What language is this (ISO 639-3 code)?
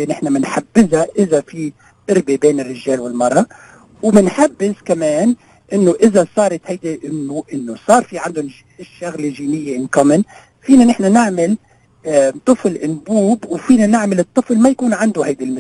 apc